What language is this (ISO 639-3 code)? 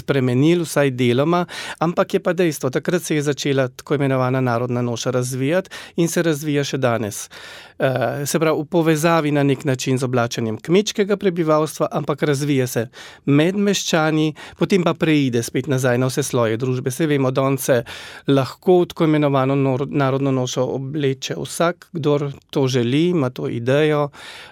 slv